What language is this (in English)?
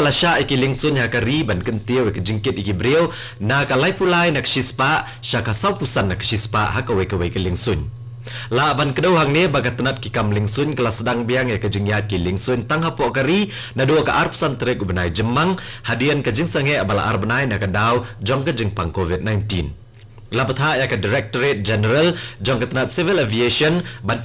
Khasi